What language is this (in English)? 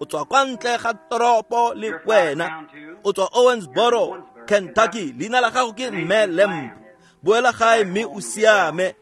Tswana